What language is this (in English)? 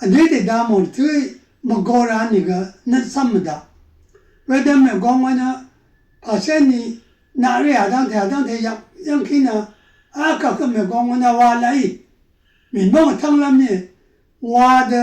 Rawang